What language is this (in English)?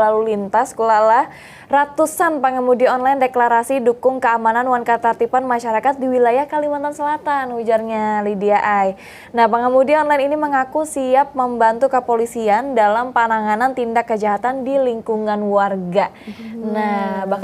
Banjar